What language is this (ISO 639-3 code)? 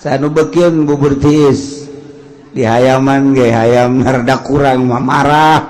sun